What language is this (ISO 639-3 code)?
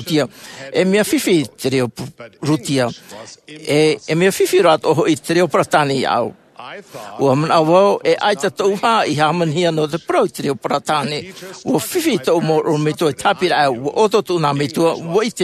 tah